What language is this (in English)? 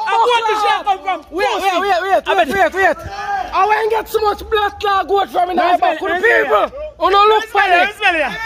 Jamaican Creole English